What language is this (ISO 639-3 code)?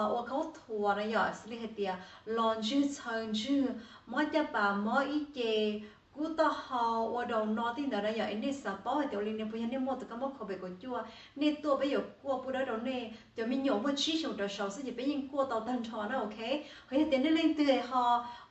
hmn